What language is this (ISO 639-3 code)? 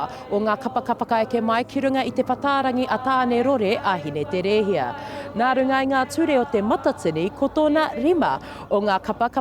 mri